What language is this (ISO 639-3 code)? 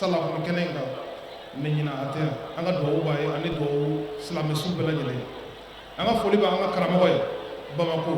bam